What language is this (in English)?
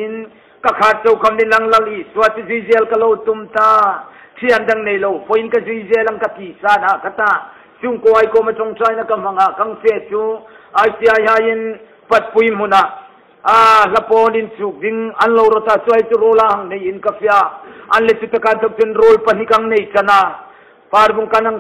Hmar